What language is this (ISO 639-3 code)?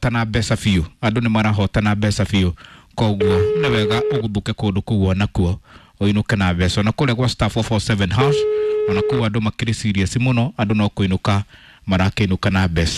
kik